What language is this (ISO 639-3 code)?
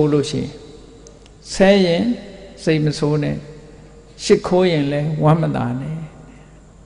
mya